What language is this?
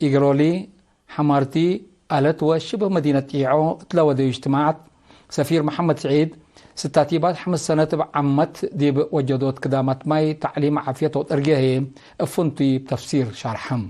Tigre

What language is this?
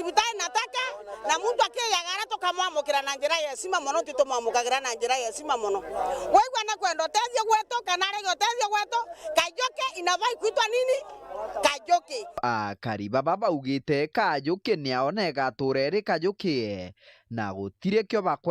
Meru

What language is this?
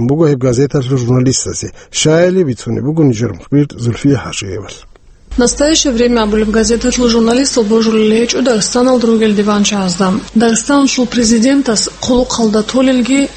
Avaric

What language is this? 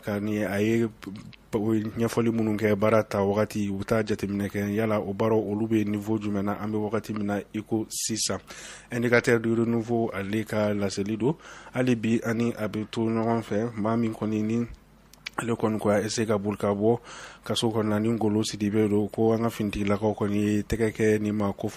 Bambara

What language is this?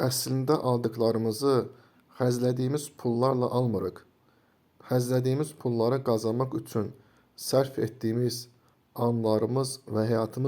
Azerbaijani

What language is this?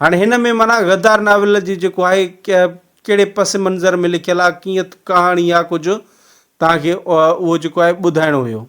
Sindhi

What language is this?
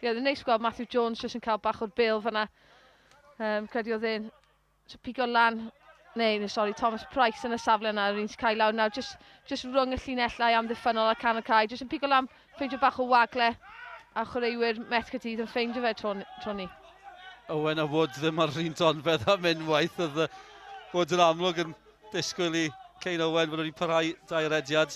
Welsh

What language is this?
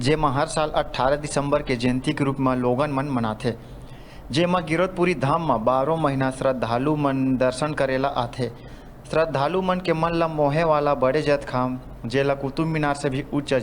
Chhattisgarhi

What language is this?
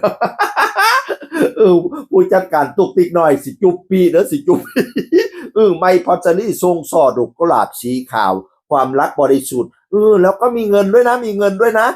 Northeastern Thai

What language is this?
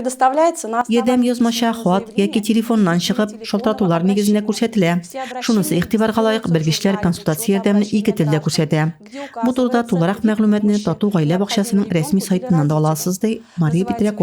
Tatar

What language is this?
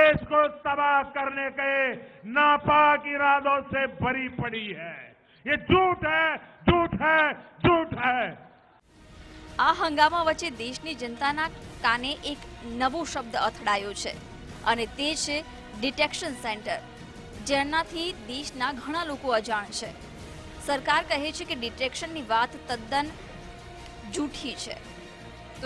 Gujarati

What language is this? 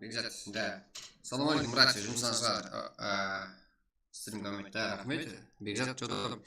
Kara-Kalpak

